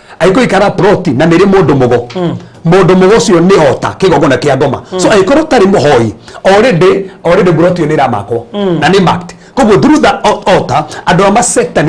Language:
Kikuyu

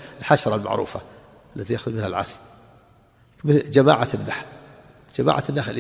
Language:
Arabic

